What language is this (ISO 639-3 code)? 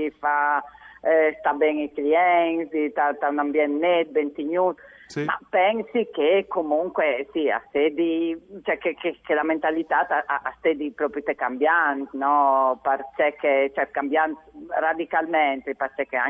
fur